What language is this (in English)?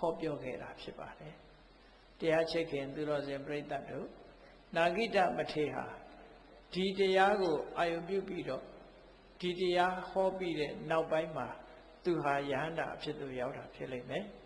Burmese